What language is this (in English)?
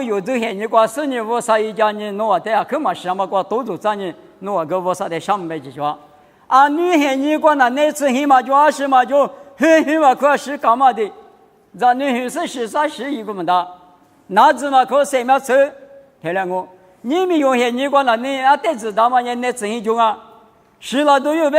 Lisu